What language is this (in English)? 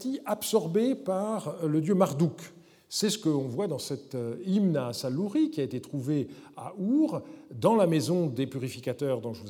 French